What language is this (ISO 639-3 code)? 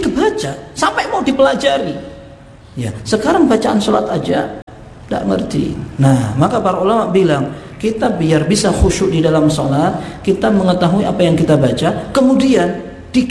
ind